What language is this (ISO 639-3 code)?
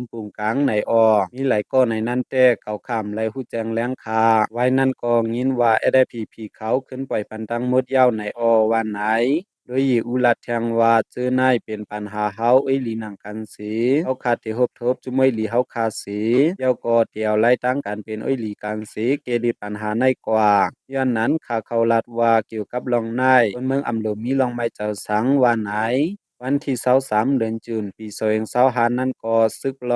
shn